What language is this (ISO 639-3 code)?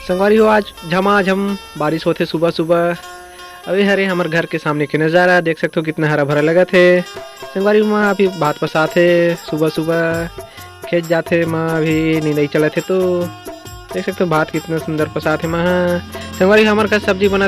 hne